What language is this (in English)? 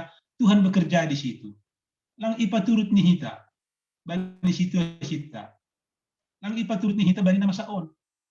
Batak Simalungun